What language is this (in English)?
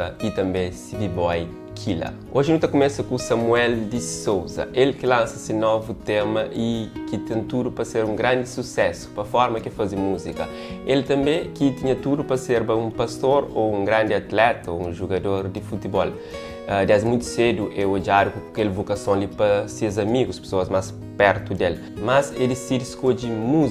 Kabuverdianu